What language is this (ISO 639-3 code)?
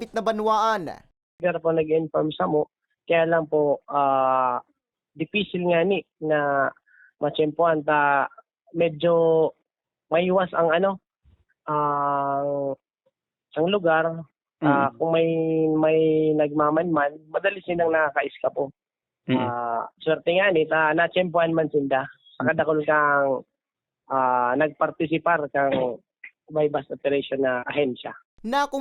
bik